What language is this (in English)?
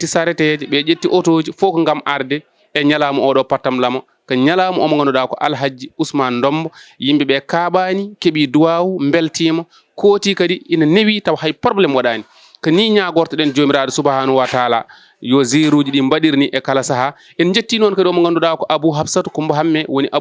Fula